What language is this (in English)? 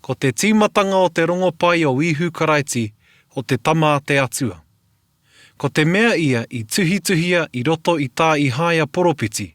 Māori